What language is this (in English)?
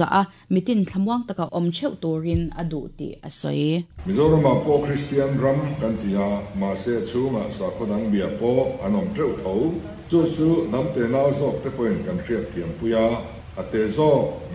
Mizo